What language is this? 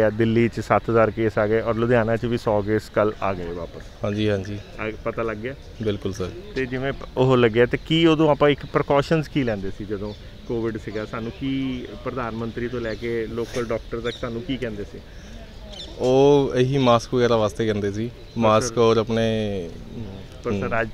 Punjabi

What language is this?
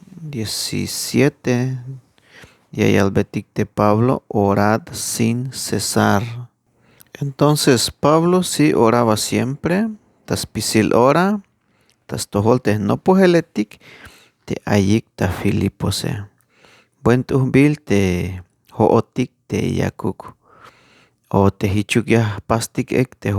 Tzeltal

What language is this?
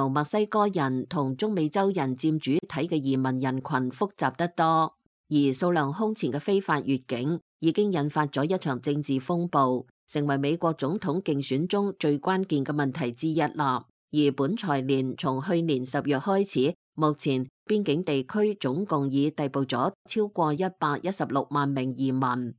Cantonese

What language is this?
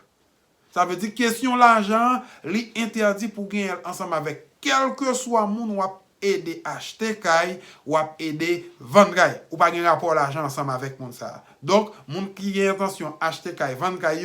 Haitian Creole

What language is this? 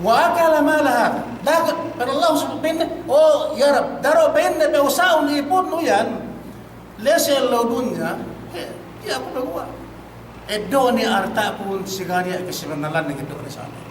Yakan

